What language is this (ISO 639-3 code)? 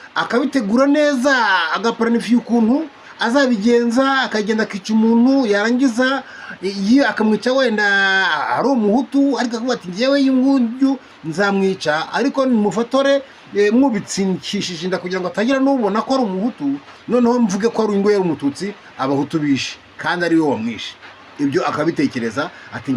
kin